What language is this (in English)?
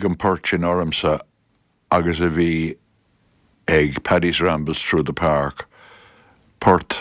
Irish